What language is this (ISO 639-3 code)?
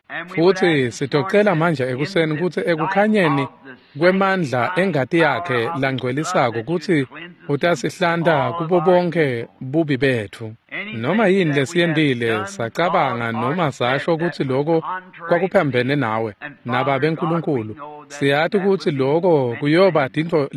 ssw